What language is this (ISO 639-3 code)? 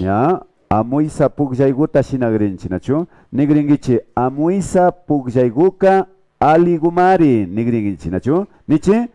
qvi